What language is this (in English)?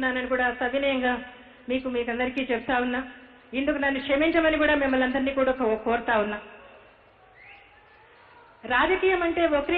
Telugu